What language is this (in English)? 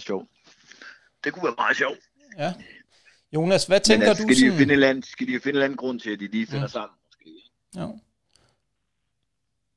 Danish